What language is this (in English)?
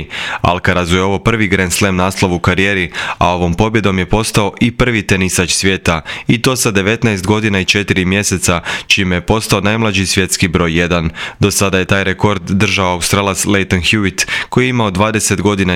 Croatian